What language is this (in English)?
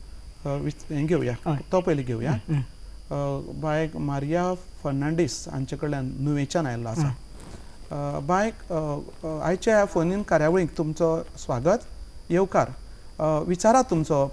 Konkani